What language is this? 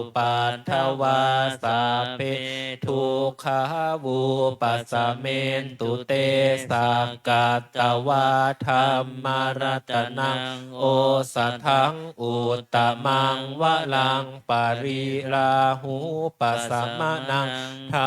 Pali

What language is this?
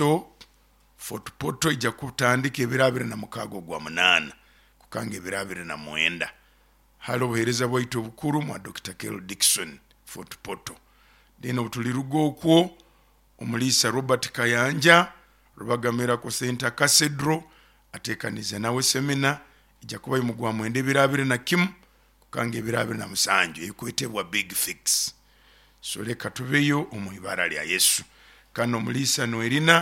Nyoro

